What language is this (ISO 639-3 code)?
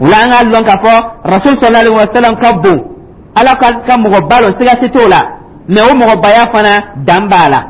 dyu